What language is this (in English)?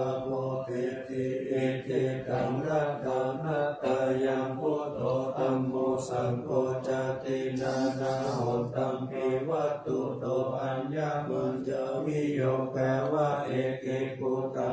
Pali